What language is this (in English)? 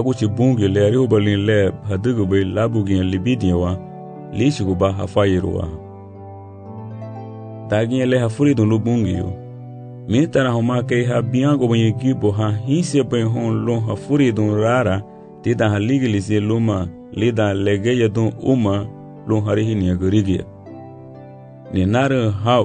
Garifuna